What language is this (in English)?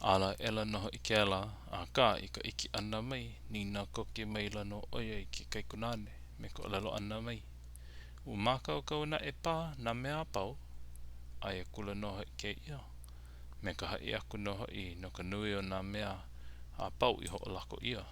Hawaiian